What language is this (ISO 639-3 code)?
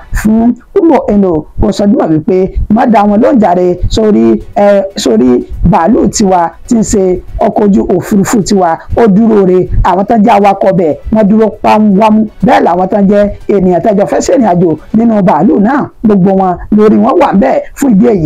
yor